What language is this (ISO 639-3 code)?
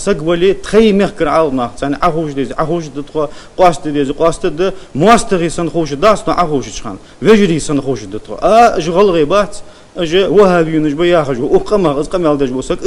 inh